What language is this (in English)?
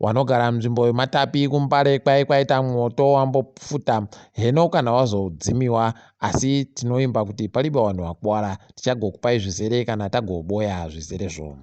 Ndau